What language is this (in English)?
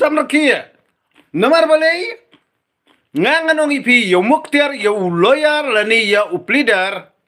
Khasi